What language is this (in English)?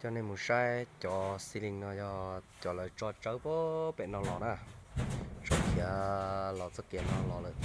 Hmong